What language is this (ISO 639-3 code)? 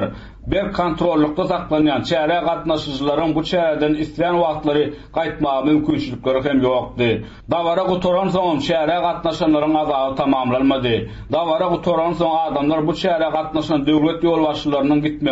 tuk